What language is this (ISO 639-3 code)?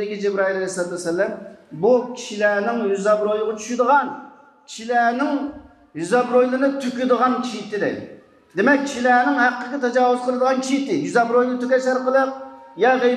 uig